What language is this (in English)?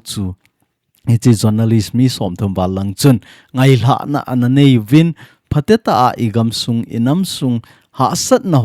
Thado Chin